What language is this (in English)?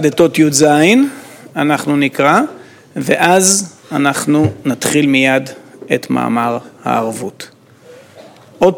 Hebrew